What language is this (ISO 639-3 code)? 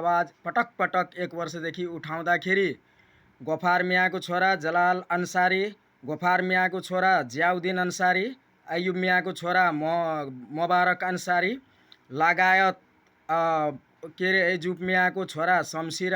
nep